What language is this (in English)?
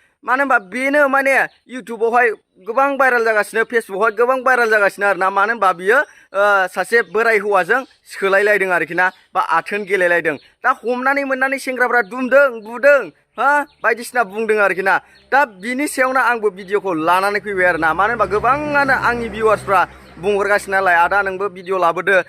Bodo